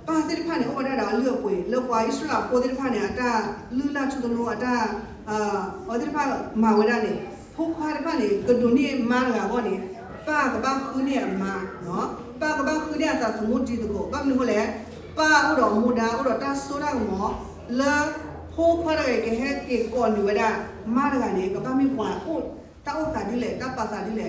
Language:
S'gaw Karen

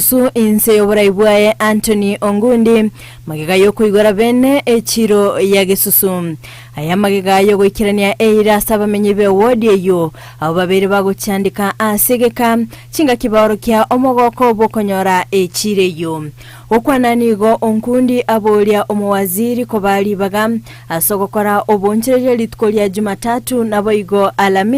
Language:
Gusii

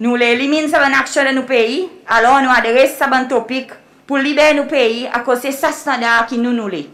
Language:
Seselwa Creole French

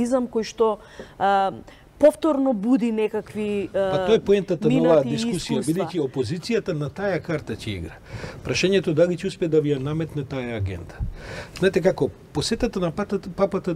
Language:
Macedonian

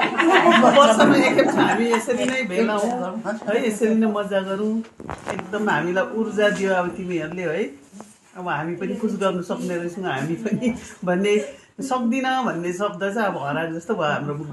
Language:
Nepali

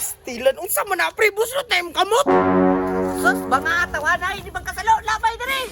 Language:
Cebuano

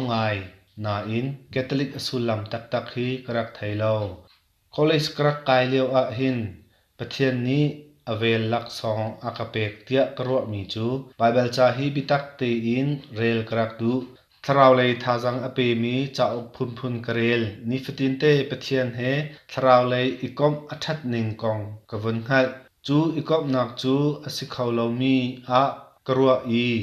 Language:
Hakha Chin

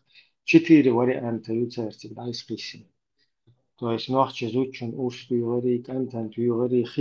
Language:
Chechen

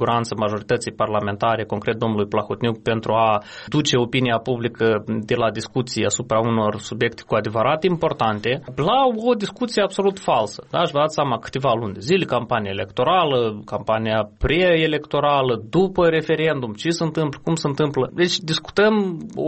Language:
Romanian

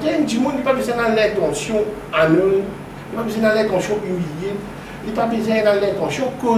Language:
Morisyen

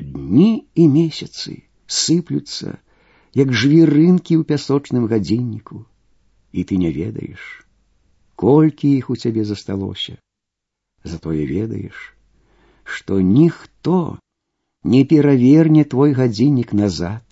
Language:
Belarusian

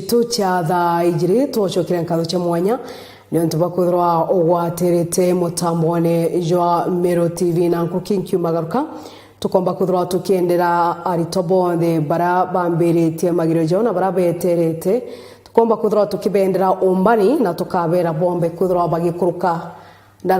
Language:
Meru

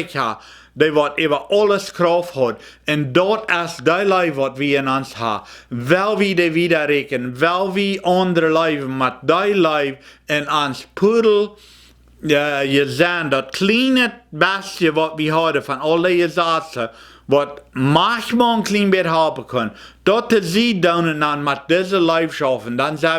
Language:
Plautdietsch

